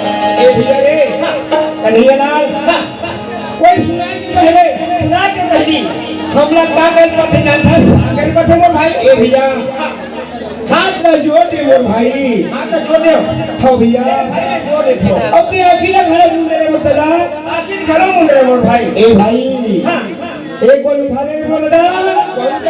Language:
Chhattisgarhi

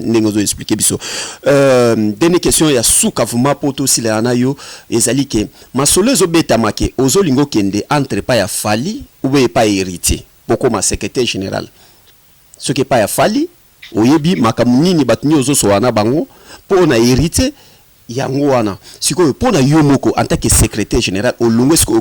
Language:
Lingala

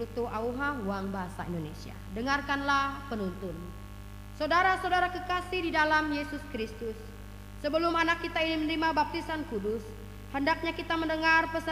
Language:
Ngaju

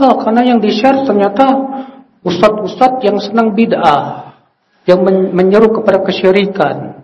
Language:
Indonesian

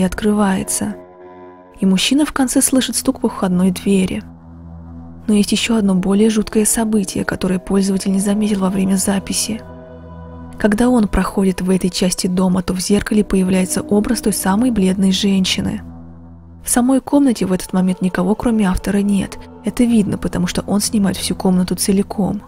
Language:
Russian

